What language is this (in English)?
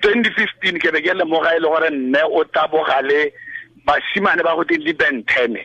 Tswana